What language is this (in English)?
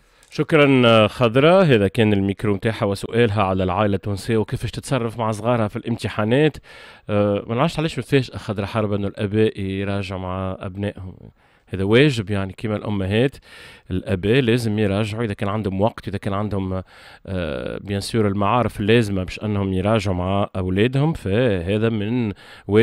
Tunisian Arabic